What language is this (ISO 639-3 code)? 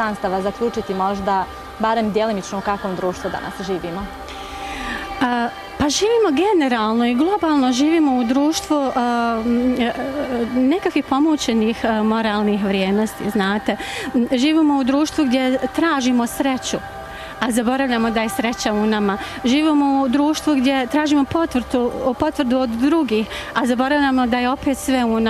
bos